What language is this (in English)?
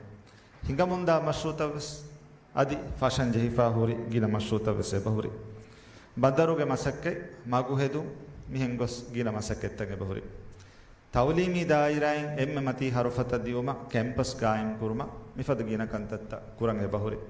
Divehi